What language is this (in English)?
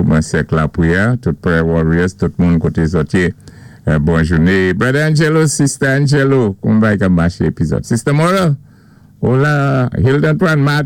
Saint Lucian Creole French